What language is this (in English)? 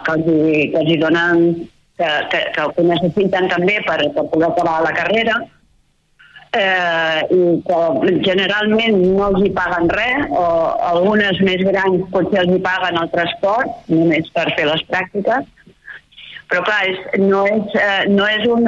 Catalan